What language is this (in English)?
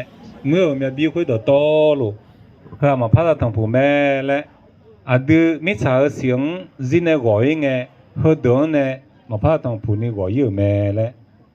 Akha